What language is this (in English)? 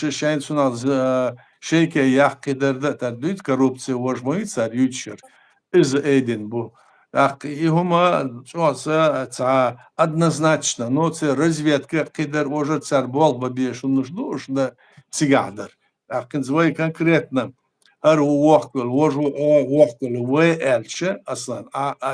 Chechen